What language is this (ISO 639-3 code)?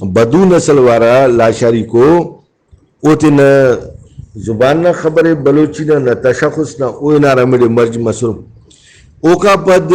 brh